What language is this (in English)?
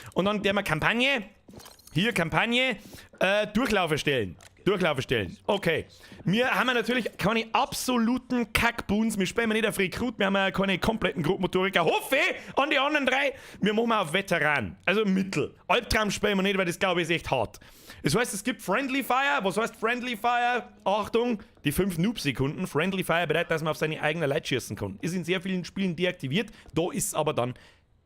Bavarian